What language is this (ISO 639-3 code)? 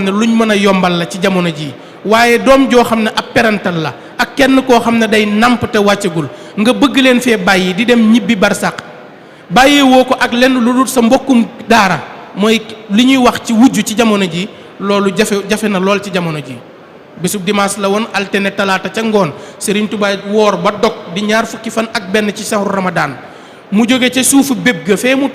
wol